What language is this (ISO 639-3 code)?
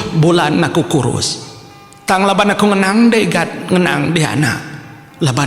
iba